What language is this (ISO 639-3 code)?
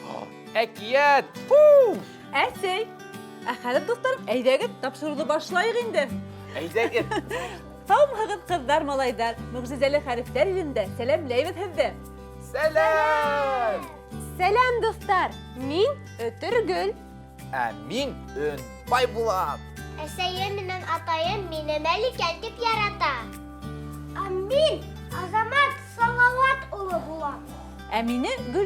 bak